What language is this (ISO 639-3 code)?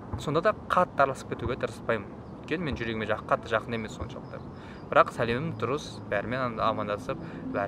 kaz